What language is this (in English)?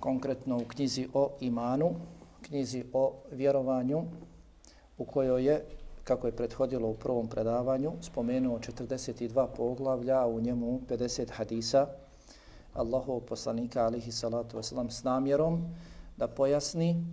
Bosnian